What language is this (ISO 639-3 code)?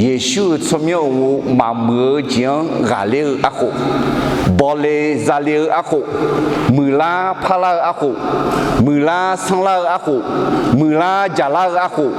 ahk